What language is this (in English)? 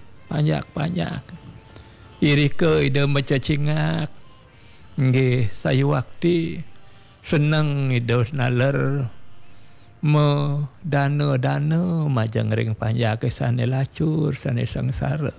Balinese